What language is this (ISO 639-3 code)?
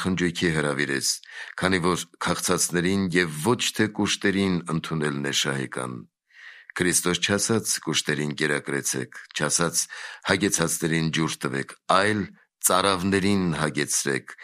hye